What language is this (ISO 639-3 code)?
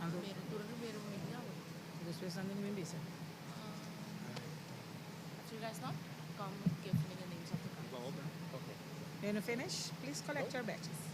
pap